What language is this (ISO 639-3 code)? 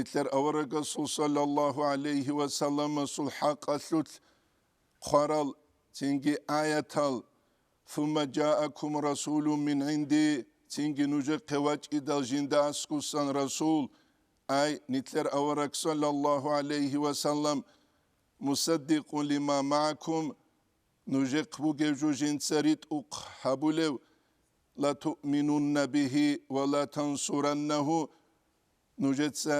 ava